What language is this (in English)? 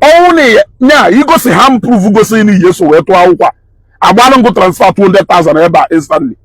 Igbo